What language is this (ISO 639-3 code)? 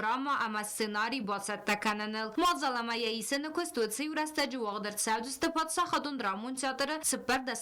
oss